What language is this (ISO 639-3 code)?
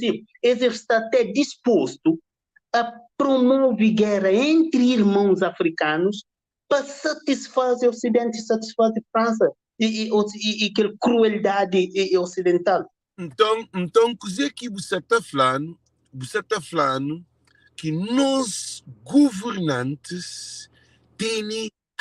kea